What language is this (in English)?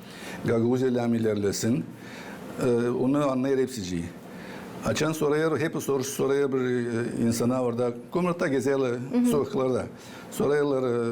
Gagauz